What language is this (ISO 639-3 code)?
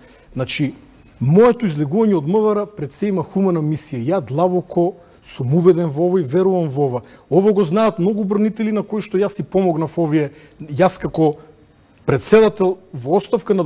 mkd